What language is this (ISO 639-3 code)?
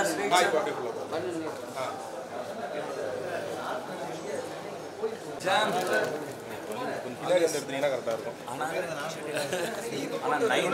tam